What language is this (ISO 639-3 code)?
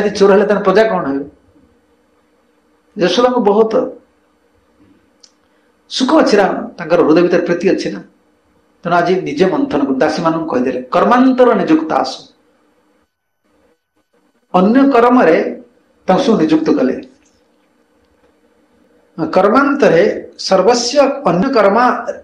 ori